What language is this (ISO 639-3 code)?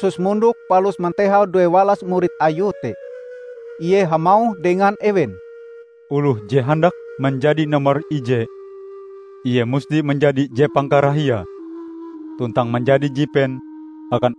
nij